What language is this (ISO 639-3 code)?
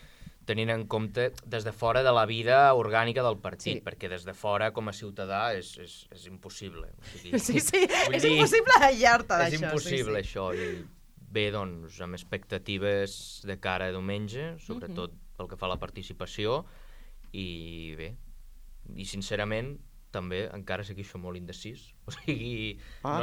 cat